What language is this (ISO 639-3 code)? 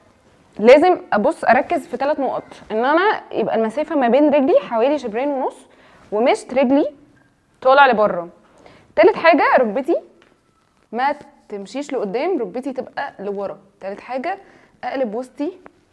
arz